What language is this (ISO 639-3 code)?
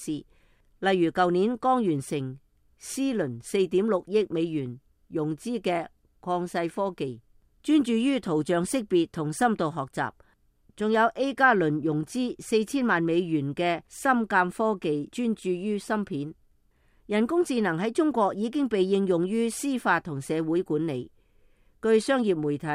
yue